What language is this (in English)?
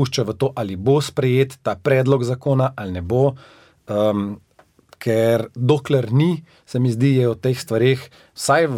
Slovenian